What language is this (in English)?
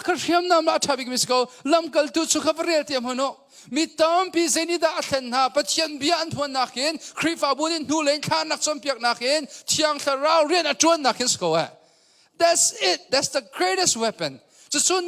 Hakha Chin